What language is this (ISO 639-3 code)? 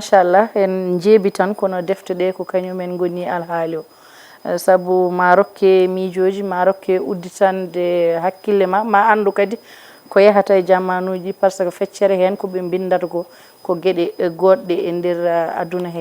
ful